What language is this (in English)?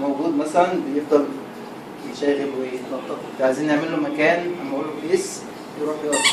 Egyptian Arabic